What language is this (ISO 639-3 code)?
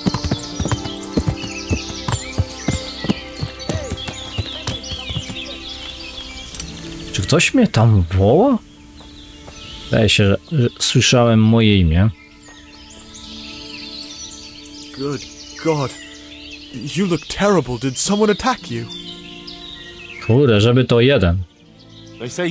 pol